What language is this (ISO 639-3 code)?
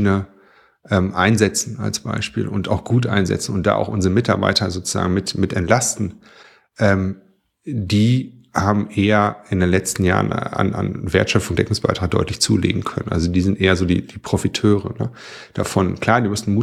deu